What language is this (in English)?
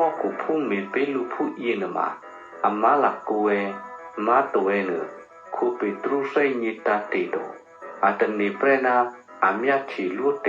Eastern Kayah